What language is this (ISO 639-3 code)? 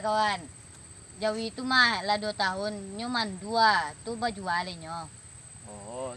min